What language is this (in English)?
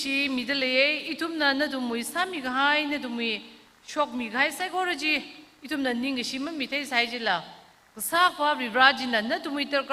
Tangkhul Naga (India)